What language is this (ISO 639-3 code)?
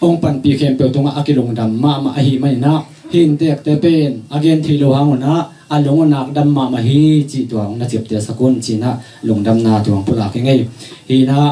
ctd